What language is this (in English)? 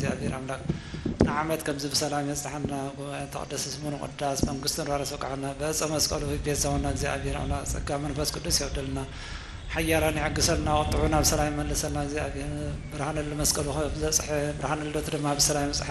Tigrinya